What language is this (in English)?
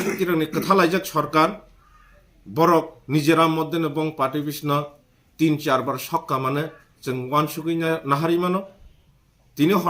Kok Borok